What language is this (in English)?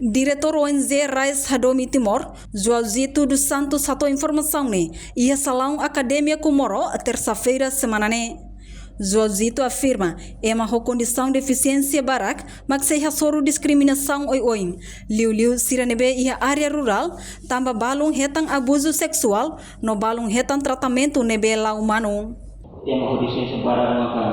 Tetum